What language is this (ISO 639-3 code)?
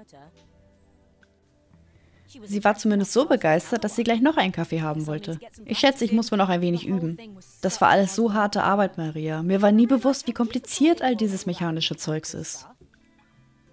deu